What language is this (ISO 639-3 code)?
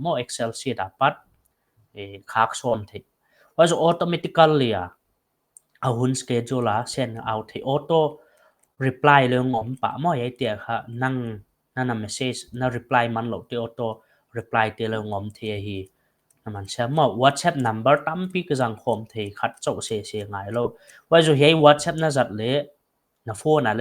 pck